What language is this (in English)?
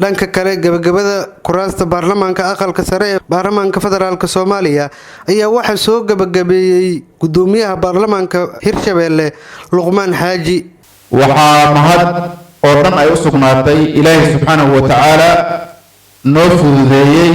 Somali